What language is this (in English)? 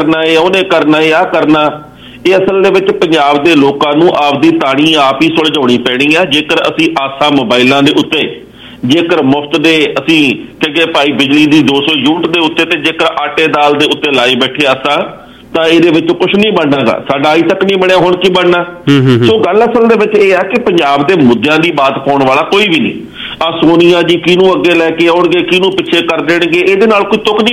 Punjabi